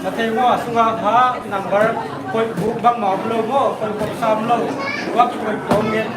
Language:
Paite Chin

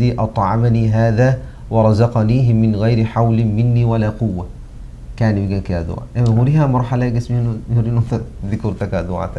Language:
Divehi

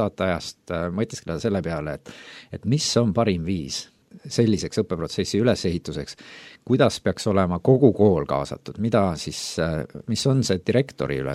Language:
Estonian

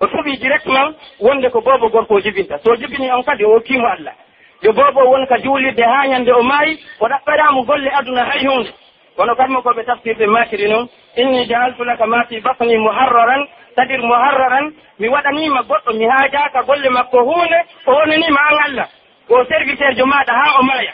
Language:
Pular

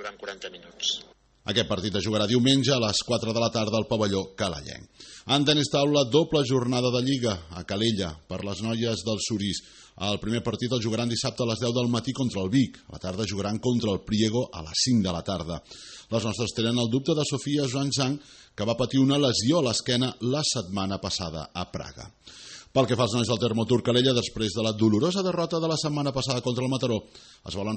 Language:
Catalan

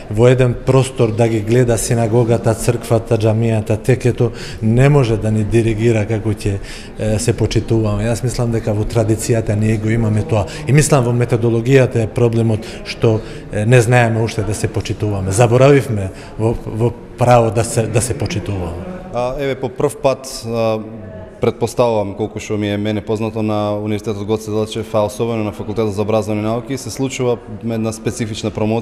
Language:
Macedonian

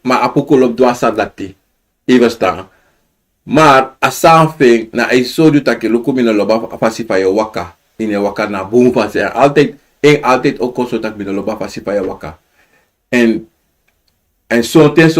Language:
Sranan Tongo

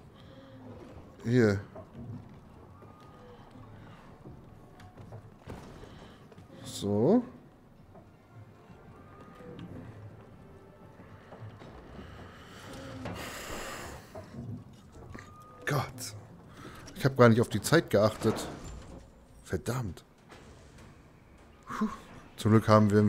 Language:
German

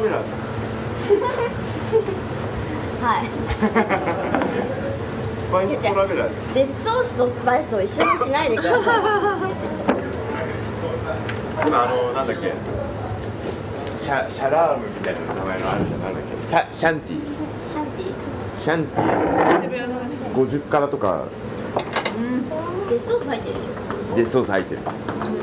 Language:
Japanese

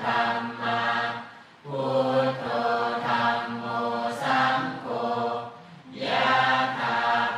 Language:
Pali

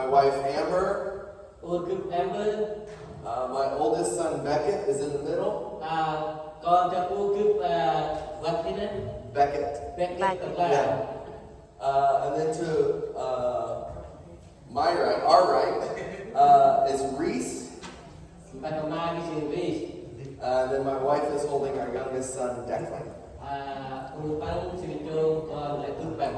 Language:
Central Mnong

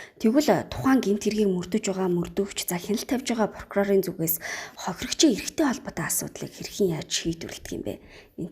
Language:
Mongolian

